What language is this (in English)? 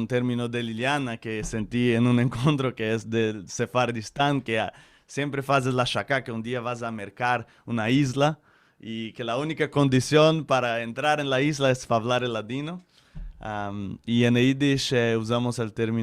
Ladino